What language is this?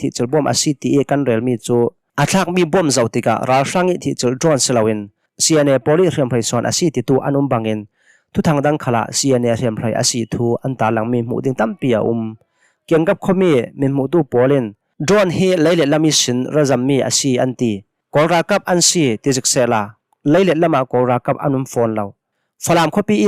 Hakha Chin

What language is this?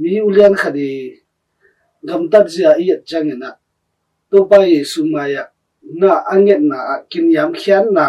Tedim Chin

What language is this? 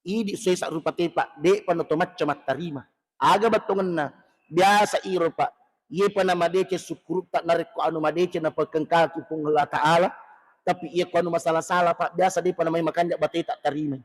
Buginese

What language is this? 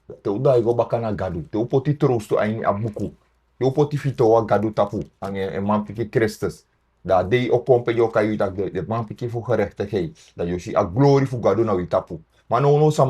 Sranan Tongo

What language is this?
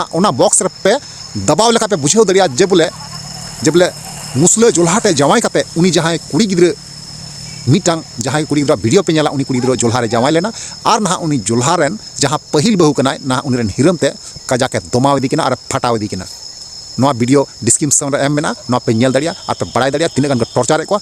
Santali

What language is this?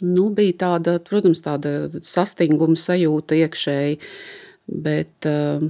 Latvian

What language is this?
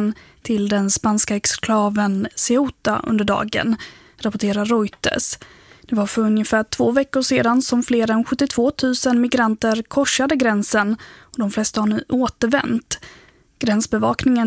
Swedish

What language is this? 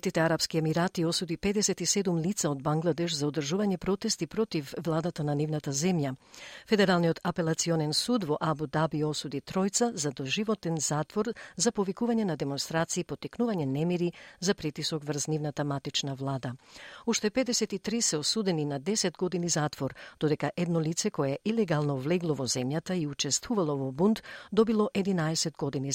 Macedonian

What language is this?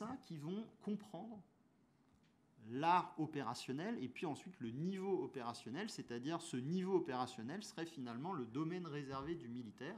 French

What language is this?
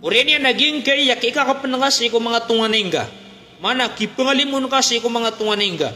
Maranao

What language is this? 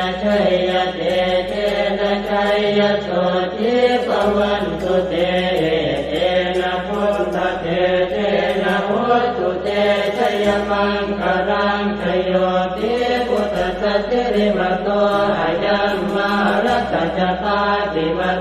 Pali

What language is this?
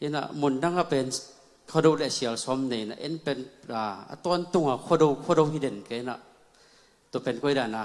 Tedim Chin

